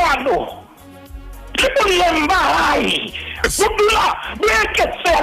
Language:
Southern Sotho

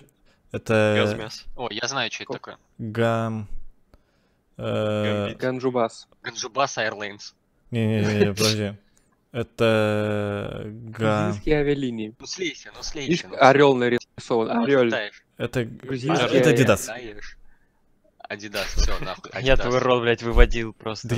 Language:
Russian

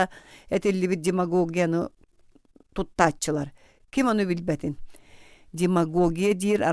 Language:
Yakut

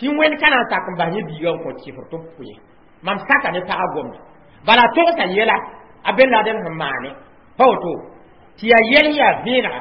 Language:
Mossi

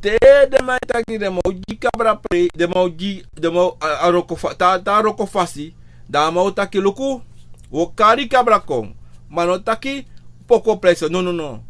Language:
Sranan Tongo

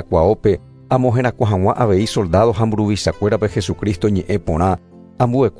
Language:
Guarani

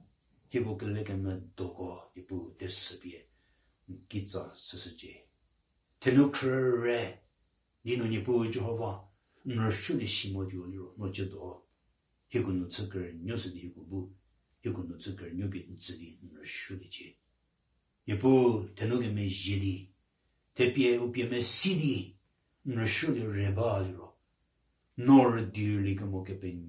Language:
Angami Naga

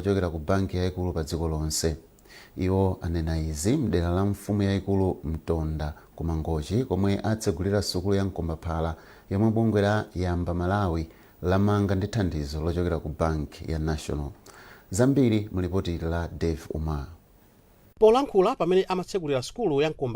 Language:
Nyanja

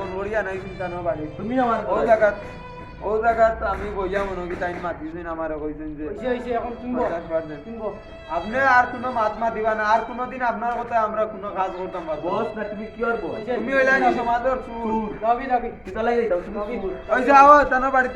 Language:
Sylheti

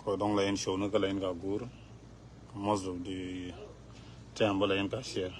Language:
Nuer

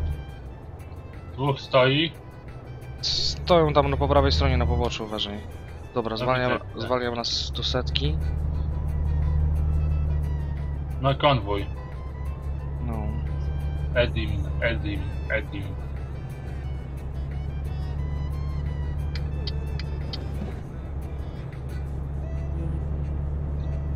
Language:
Polish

